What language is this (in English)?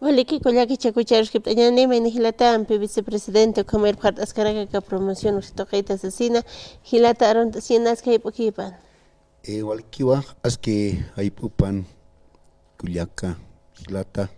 Aymara